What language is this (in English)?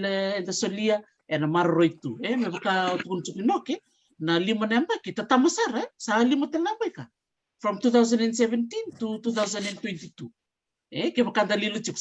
Fijian